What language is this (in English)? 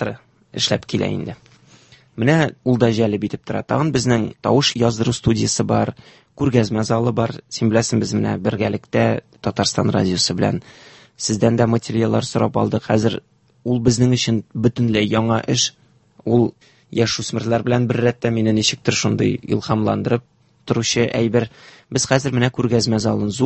Tatar